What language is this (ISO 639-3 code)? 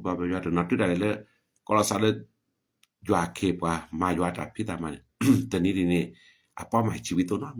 ksw